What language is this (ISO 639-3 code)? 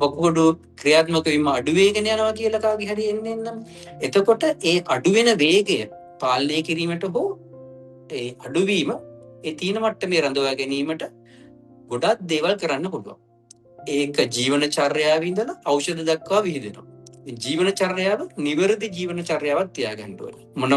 sin